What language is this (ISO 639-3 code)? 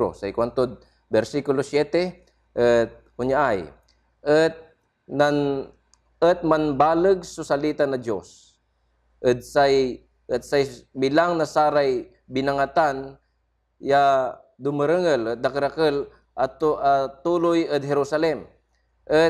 pag